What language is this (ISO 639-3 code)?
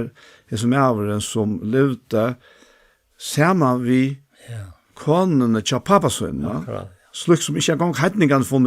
fao